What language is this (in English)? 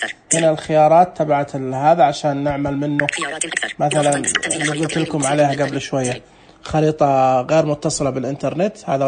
Najdi Arabic